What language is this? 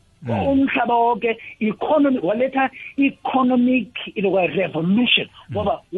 South Ndebele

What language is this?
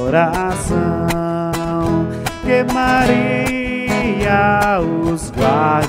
Portuguese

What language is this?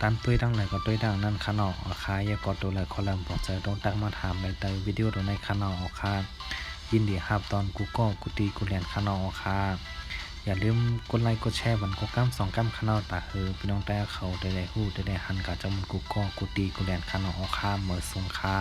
Shan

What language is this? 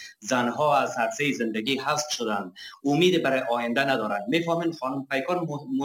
Persian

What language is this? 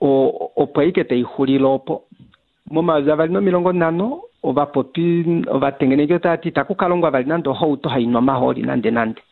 Kuanyama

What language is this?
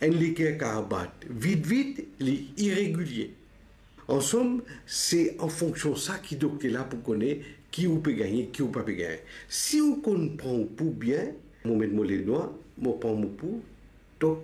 Morisyen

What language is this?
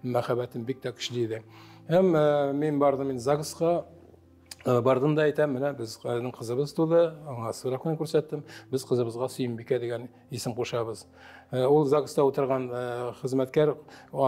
Tatar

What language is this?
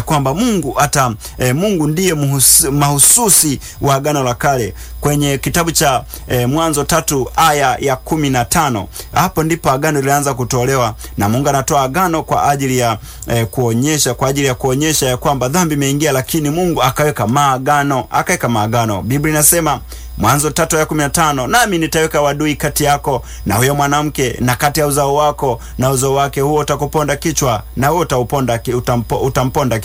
Swahili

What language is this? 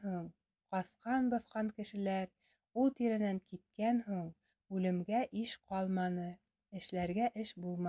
Bashkir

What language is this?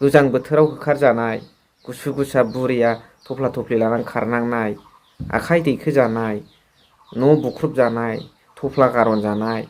Bodo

